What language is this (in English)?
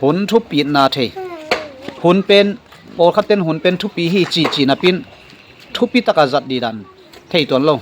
Tedim Chin